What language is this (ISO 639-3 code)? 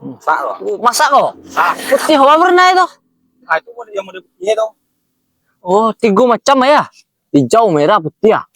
min